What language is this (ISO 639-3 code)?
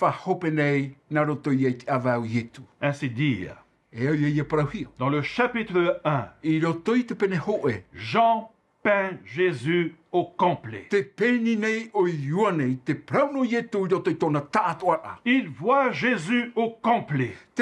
tah